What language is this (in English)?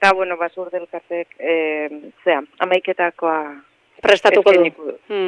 Basque